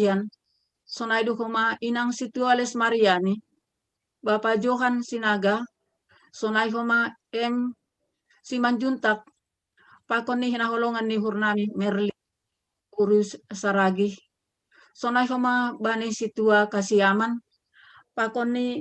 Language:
Batak Simalungun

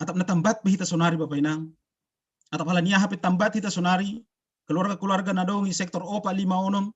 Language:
Batak Simalungun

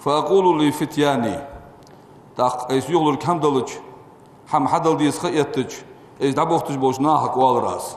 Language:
Ingush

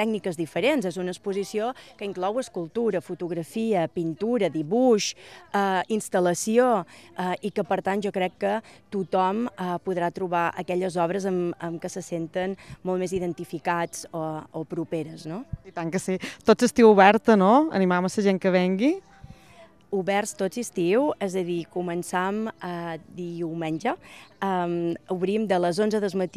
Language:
Catalan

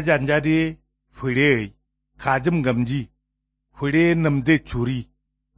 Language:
Kanuri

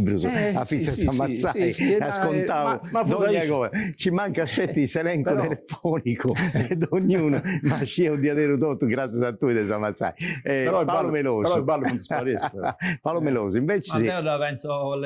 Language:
Sardinian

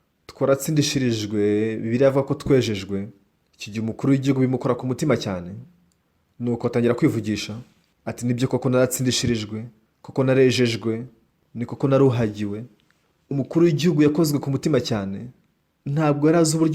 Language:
Kinyarwanda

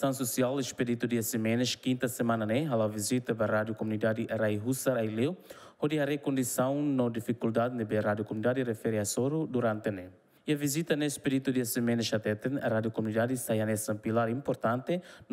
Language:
Tetum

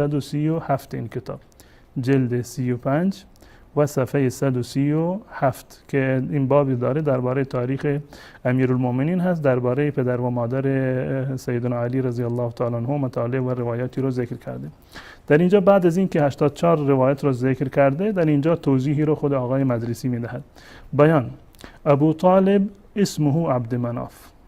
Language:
Persian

